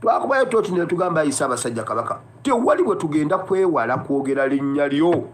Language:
Ganda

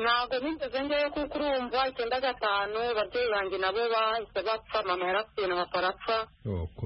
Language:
Kinyarwanda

